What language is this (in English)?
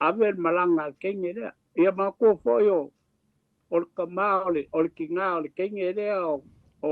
Samoan